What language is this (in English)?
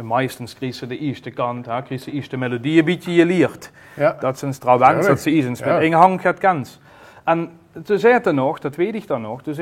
Limburgish